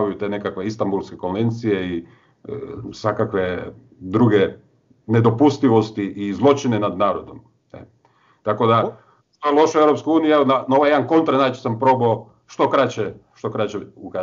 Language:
Croatian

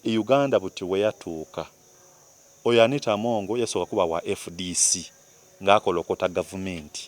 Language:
Soga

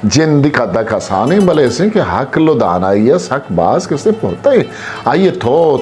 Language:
Eastern Balochi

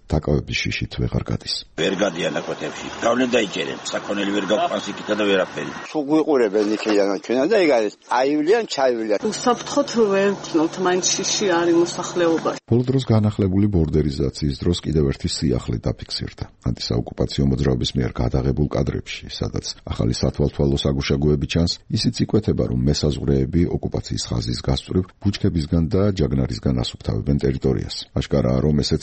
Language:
Georgian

